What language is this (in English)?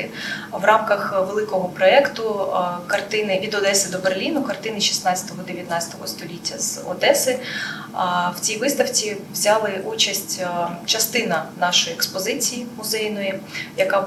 Ukrainian